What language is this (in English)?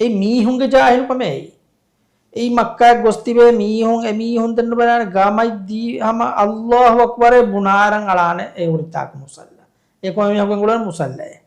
Divehi